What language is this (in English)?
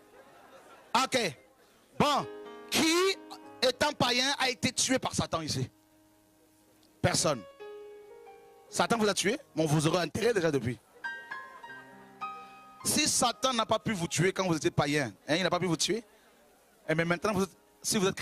French